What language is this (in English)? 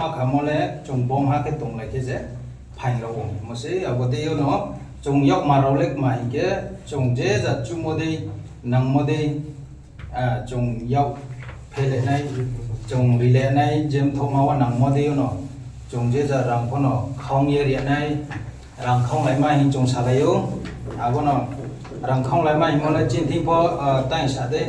Riang (India)